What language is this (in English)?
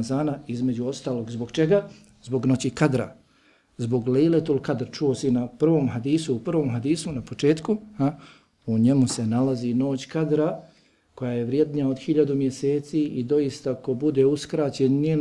Bosnian